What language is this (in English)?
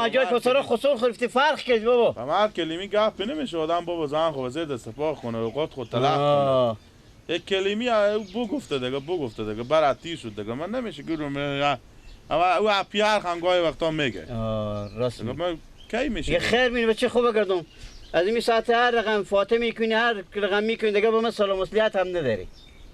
Persian